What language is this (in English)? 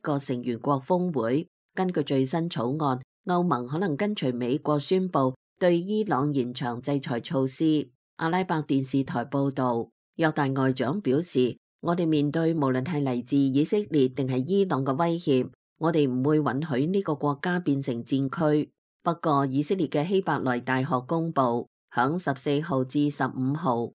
Cantonese